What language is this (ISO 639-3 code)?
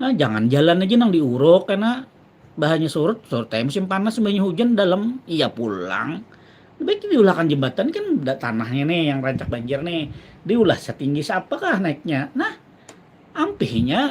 bjn